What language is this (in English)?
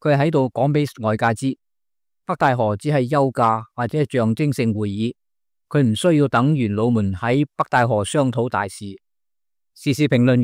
Cantonese